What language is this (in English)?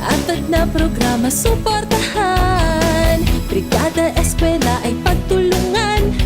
Bikol